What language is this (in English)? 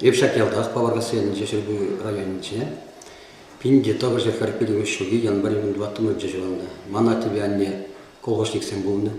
Chuvash